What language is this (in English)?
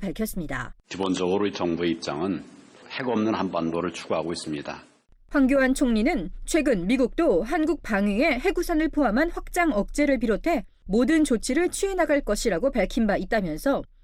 Korean